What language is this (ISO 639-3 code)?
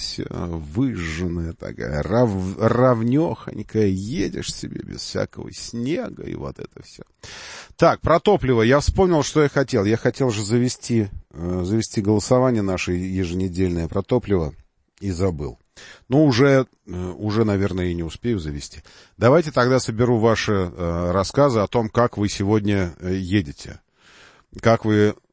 rus